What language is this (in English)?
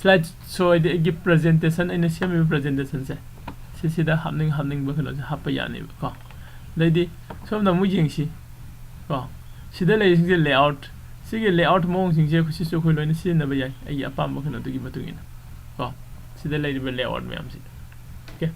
Manipuri